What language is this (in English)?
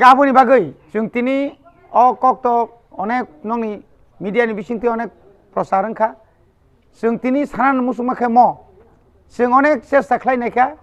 Kok Borok